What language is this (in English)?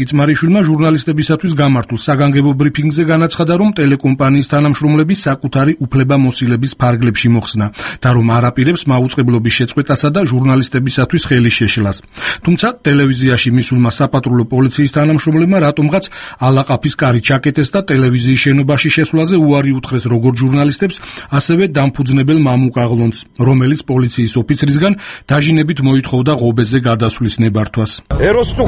Georgian